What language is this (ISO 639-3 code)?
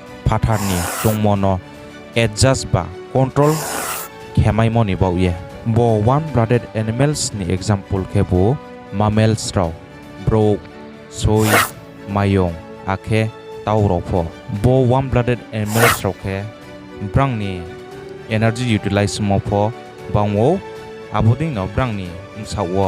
ria